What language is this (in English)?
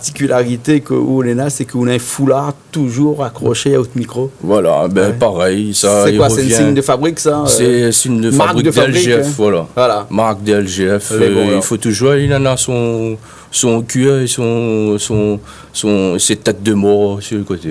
Réunion Creole French